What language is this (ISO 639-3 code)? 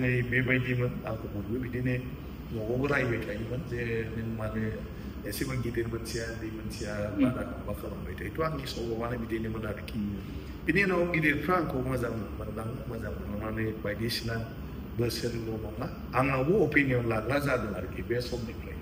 brx